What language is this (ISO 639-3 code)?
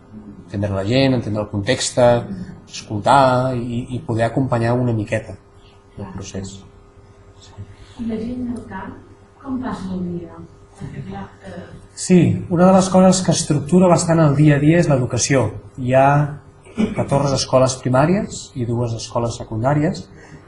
cat